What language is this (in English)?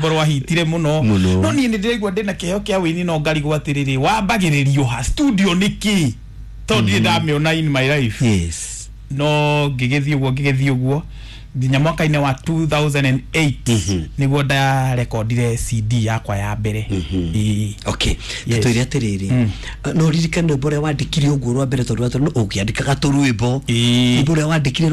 Kikuyu